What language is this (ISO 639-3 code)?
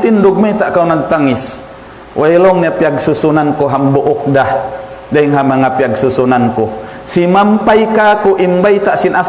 tsg